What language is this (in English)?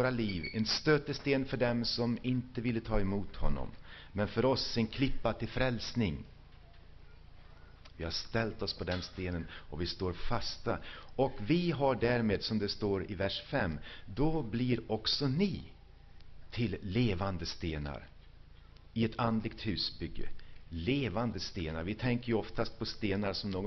Swedish